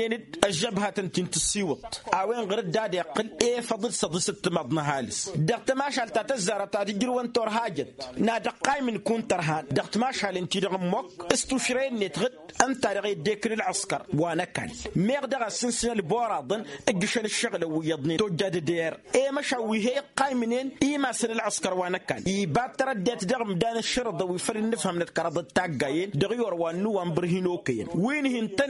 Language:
Tamasheq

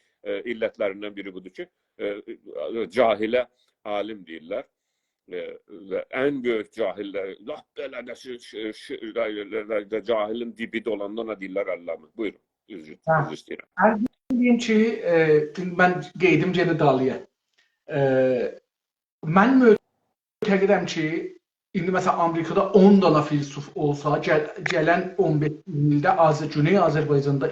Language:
South Azerbaijani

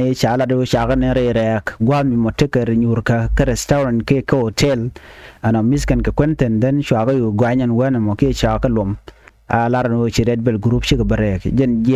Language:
Nuer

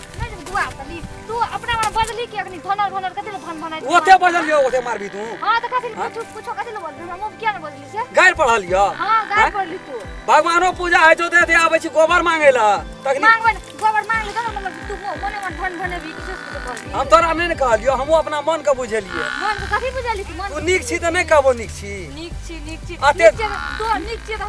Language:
Maithili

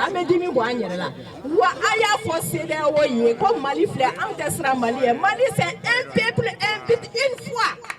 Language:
Bambara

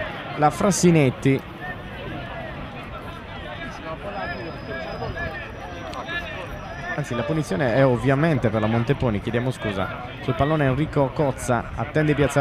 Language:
Italian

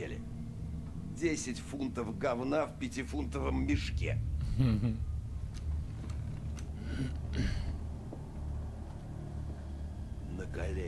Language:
Russian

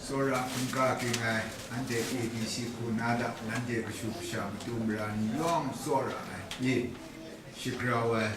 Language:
Kachin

